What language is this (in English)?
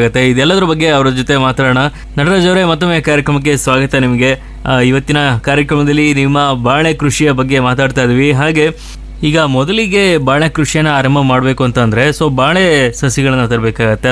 Kannada